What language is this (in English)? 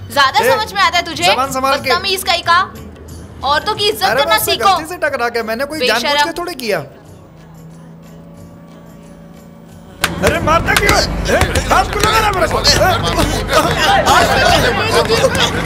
Hindi